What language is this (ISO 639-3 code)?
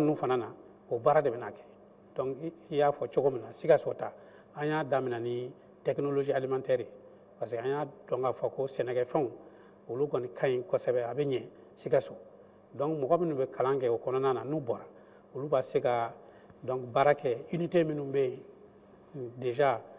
bam